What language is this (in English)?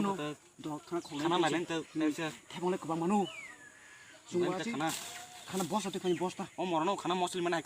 Kok Borok